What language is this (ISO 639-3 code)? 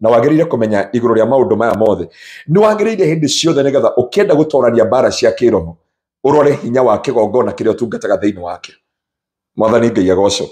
kik